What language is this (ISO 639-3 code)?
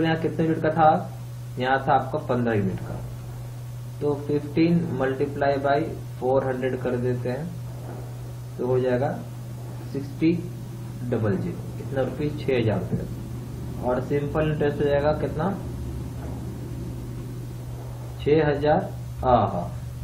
hin